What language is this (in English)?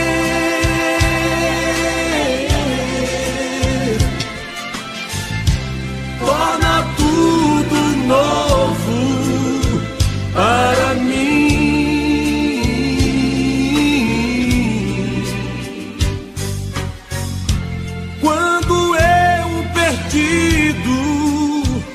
Portuguese